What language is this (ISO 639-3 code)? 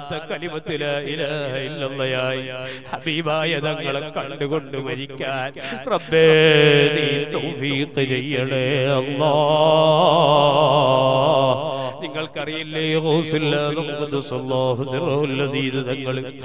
mal